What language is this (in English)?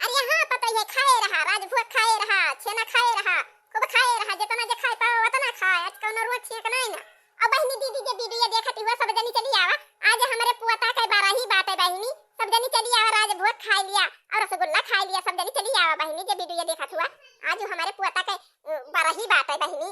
Awadhi